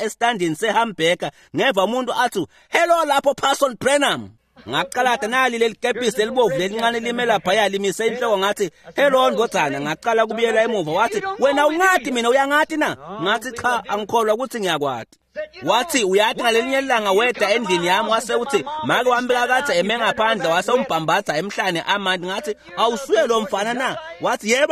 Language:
Swati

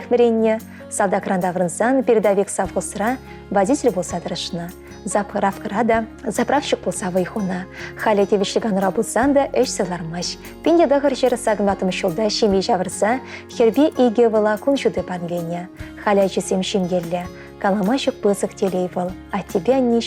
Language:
Chuvash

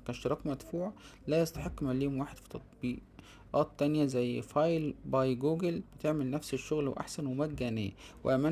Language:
Egyptian Arabic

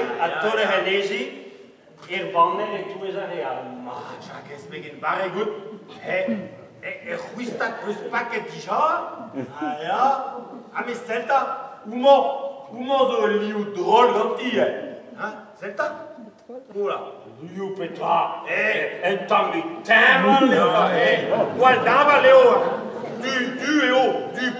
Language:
Breton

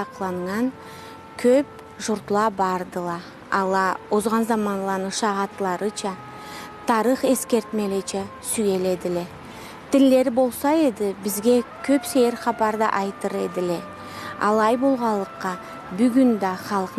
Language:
Karachay-Balkar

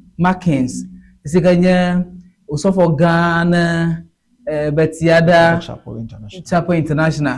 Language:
Ewe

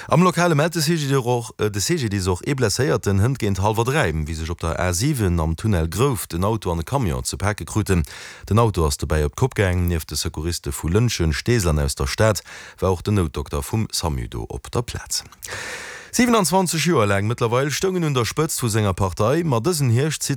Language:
Luxembourgish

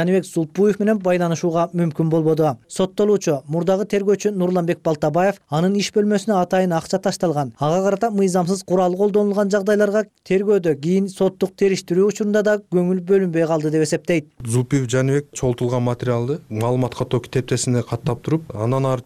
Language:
Kyrgyz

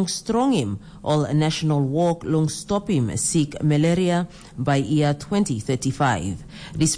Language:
Tok Pisin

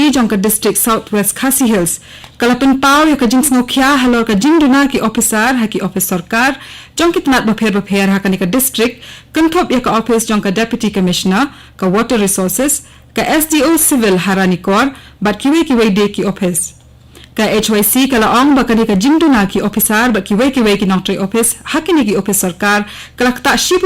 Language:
Khasi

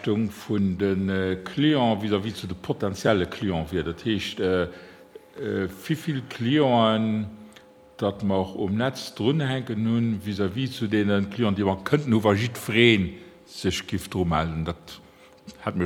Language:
Luxembourgish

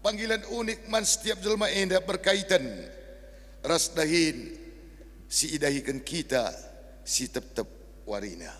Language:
Batak Karo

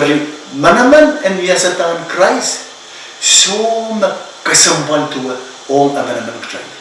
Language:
Pohnpeian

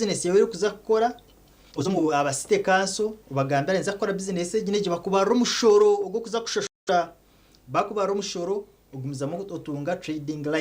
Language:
Nyankole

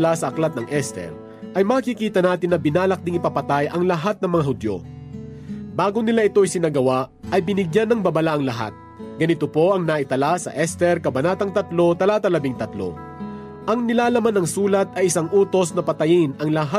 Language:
Filipino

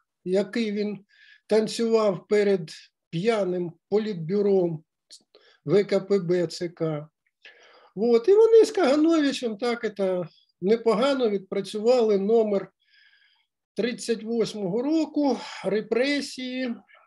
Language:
Ukrainian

